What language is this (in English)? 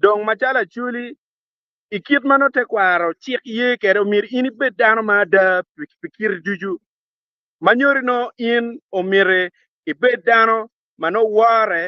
Acoli